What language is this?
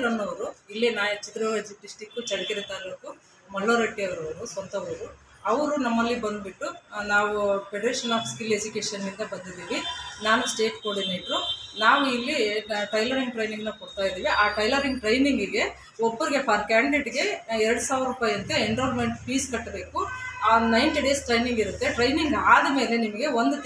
Kannada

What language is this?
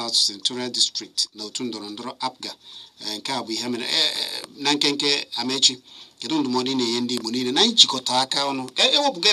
Igbo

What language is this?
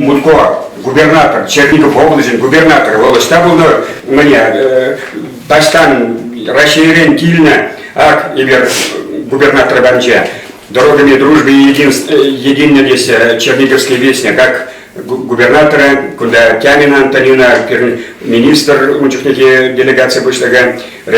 Chuvash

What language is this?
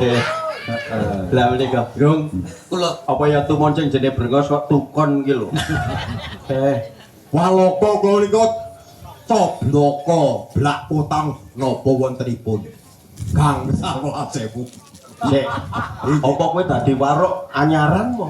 Javanese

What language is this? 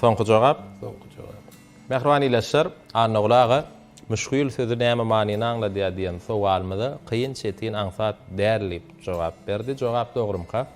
Turkmen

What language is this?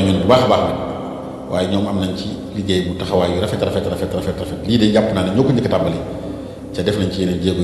Wolof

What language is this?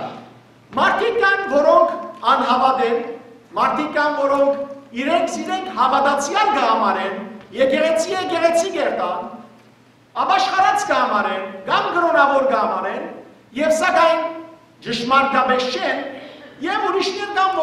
Western Armenian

